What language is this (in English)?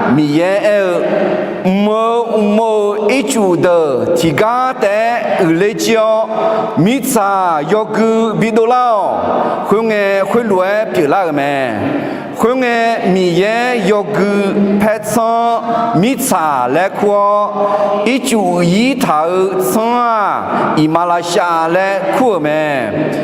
Akha